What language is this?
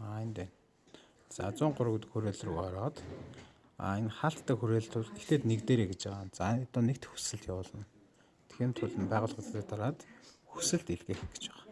Mongolian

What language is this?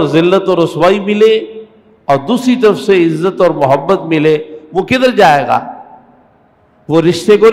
Urdu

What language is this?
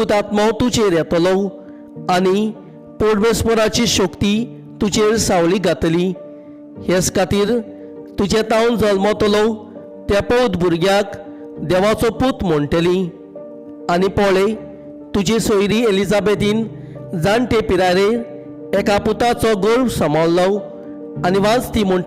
Konkani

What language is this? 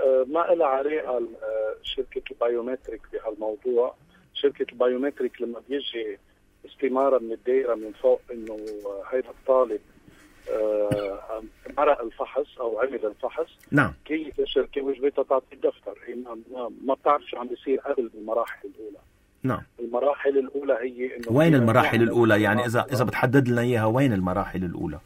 North Levantine Arabic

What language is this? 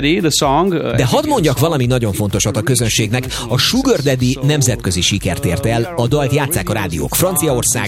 Hungarian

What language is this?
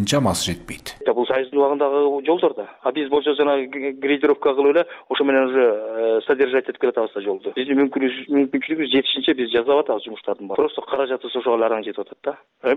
Kyrgyz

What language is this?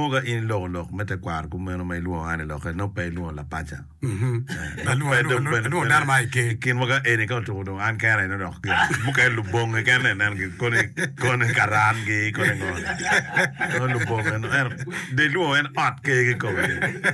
Acoli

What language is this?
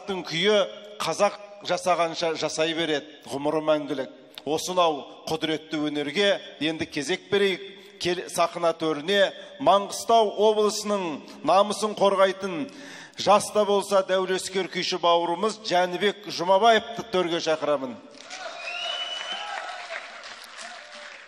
Kazakh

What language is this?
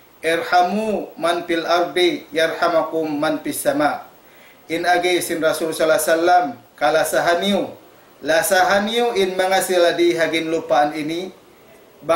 Tausug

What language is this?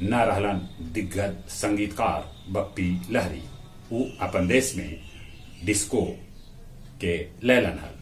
Magahi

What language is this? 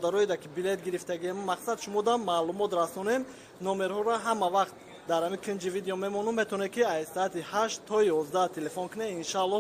Tajik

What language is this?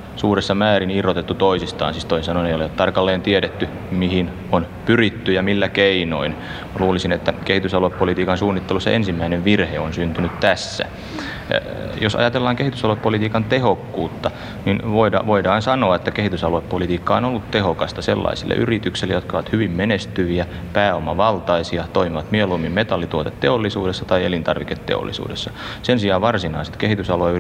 Finnish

